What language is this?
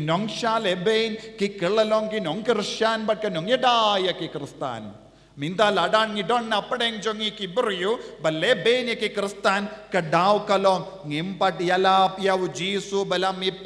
Khasi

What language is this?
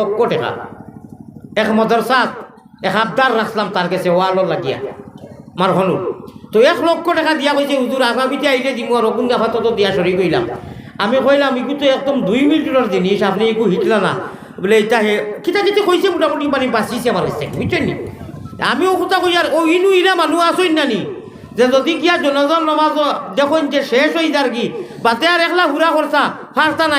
Sylheti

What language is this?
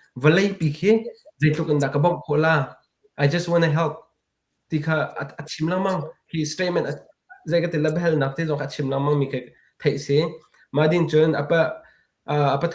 Hakha Chin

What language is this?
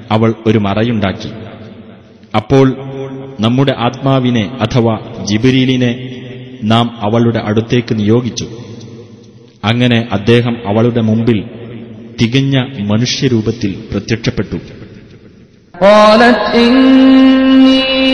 Malayalam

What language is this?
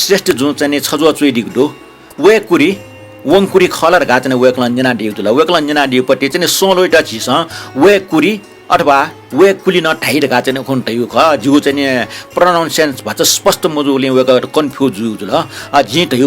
Newari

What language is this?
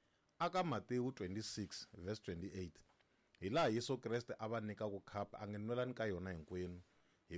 Tsonga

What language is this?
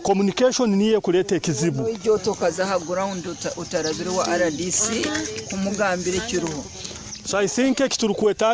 Nyoro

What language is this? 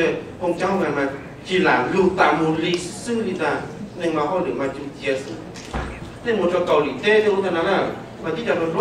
Hmong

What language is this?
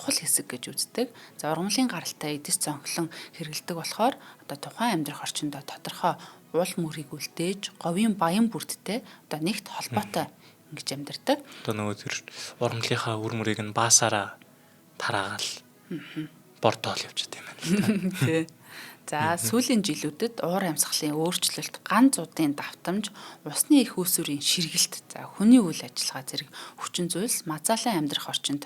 Mongolian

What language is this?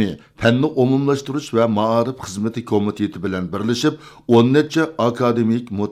Uyghur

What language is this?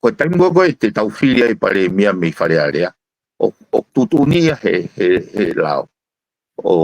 Tongan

